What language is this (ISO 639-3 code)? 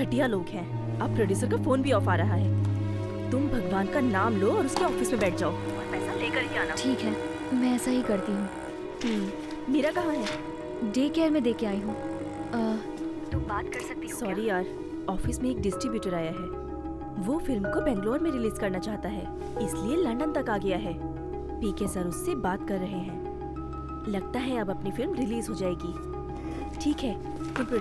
hin